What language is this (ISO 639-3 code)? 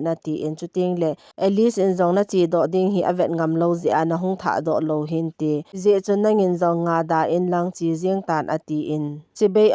tcz